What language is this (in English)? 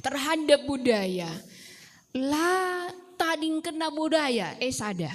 Batak Karo